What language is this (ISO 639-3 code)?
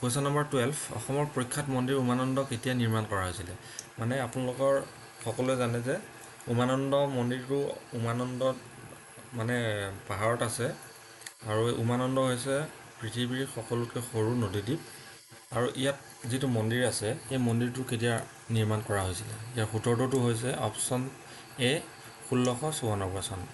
asm